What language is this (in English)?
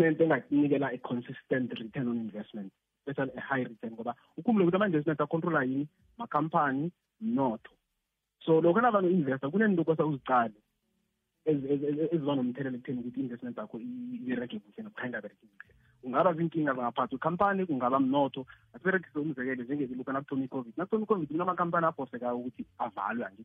South Ndebele